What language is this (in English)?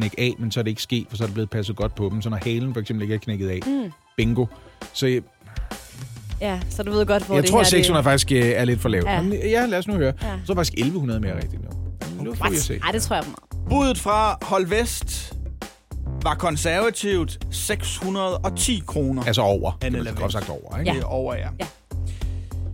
Danish